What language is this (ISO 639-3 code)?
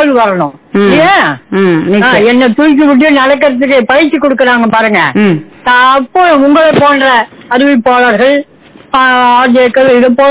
tam